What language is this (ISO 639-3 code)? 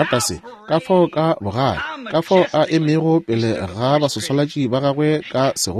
nso